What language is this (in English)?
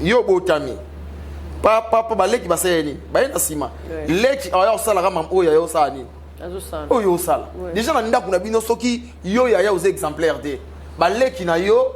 Lingala